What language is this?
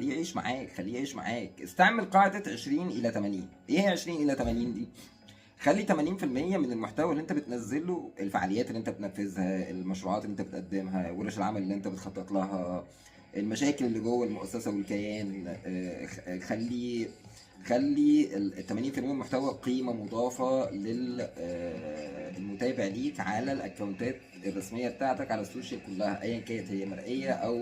Egyptian Arabic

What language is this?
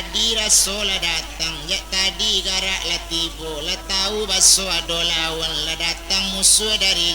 Minangkabau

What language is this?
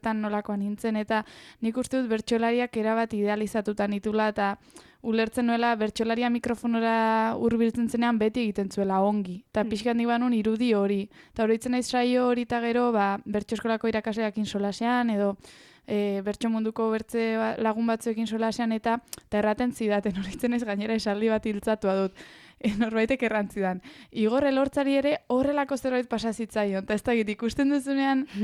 Basque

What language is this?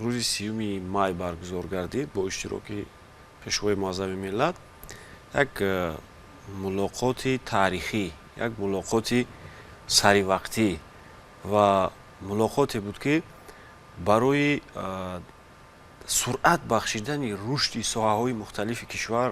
Tajik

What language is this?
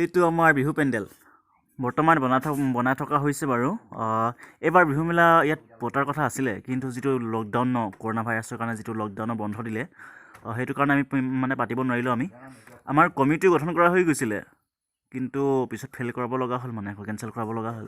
Assamese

